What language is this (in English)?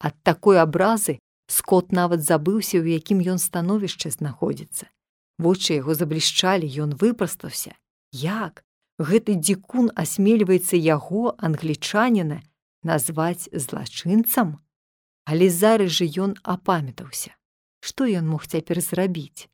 Belarusian